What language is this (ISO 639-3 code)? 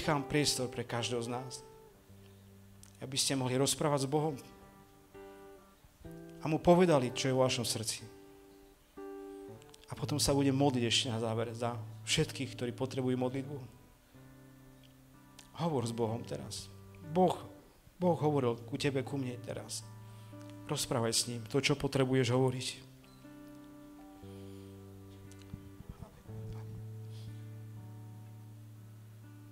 slk